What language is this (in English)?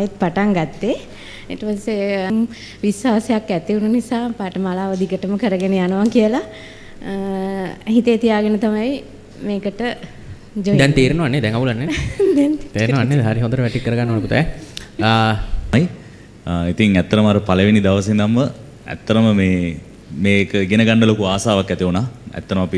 Sinhala